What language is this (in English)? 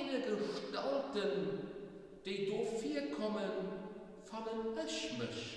Luxembourgish